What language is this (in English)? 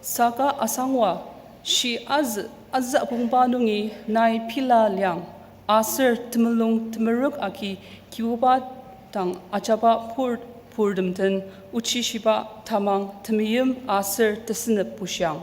Ao Naga